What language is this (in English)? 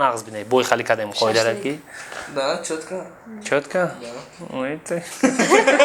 Tajik